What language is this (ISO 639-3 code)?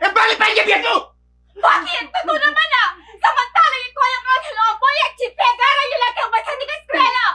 pam